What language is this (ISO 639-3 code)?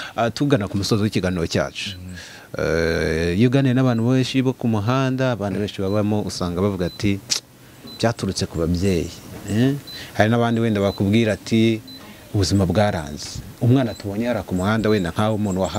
kin